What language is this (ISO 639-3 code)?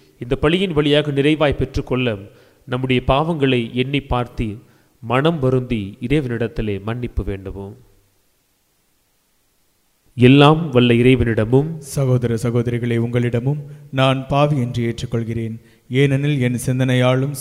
tam